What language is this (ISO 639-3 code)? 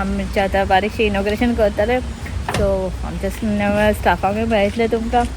kok